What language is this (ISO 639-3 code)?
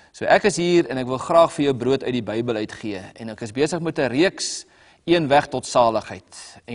afr